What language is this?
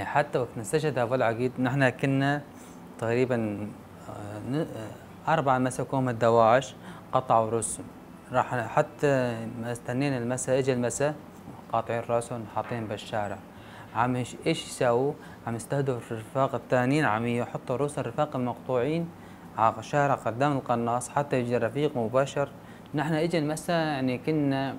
North Levantine Arabic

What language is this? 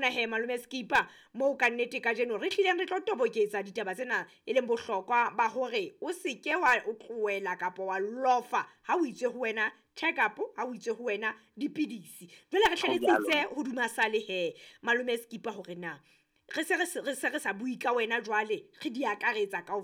Southern Sotho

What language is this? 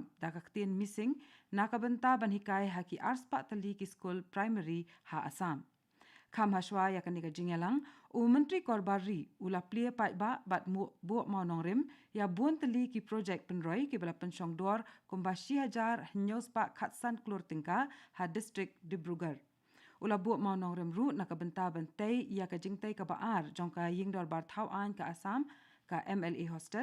Khasi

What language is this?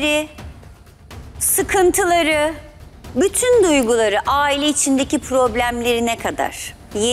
Turkish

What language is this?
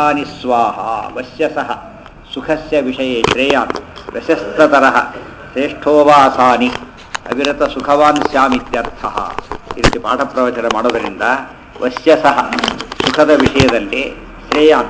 Kannada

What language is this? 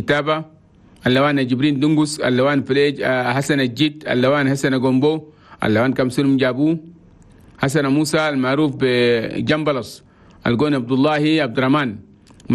Chadian Arabic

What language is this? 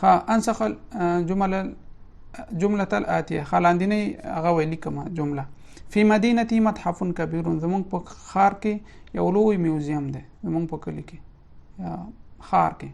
Pashto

